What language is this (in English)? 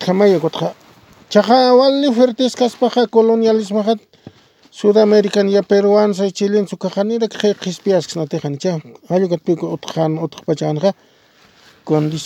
Aymara